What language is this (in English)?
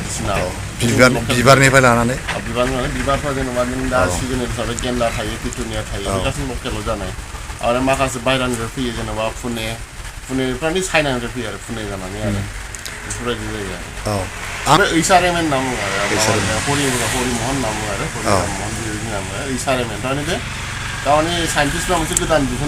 Bodo